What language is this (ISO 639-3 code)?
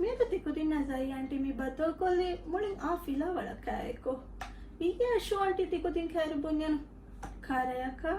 div